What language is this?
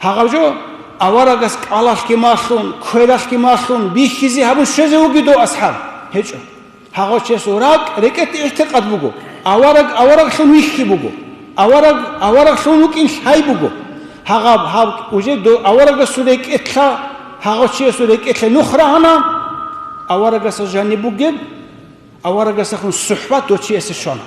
Avaric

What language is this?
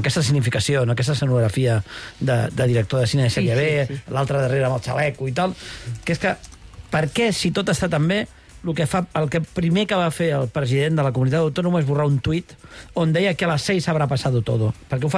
Catalan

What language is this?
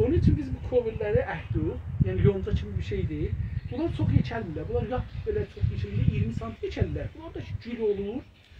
South Azerbaijani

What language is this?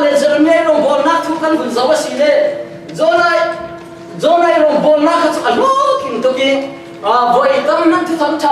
Falam Chin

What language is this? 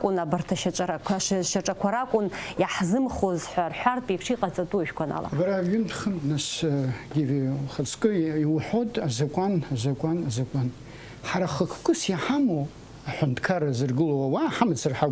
Abkhazian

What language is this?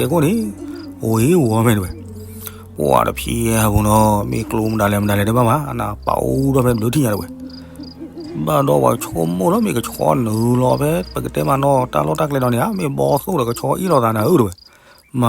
S'gaw Karen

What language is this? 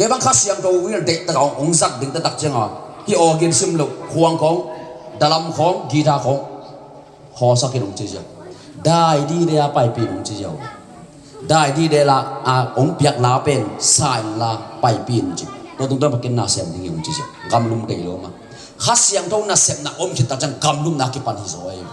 Tedim Chin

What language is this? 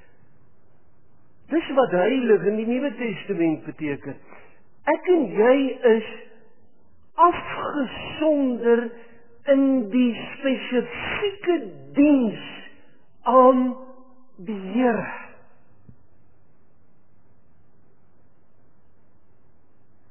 Afrikaans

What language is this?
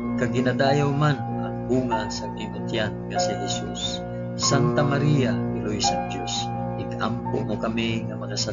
Hiligaynon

